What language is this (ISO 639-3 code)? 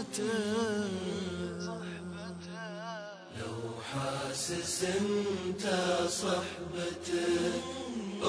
bos